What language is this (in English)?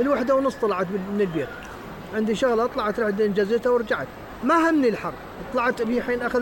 Mesopotamian Arabic